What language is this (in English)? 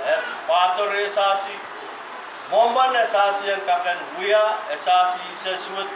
Pohnpeian